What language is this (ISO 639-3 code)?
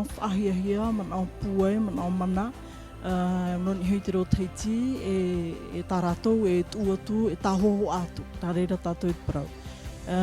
tah